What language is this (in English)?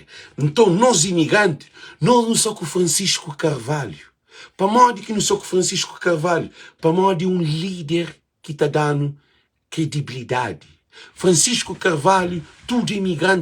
Kabuverdianu